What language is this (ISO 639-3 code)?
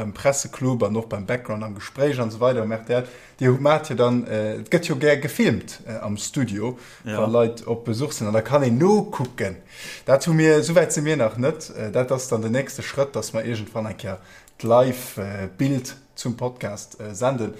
ltz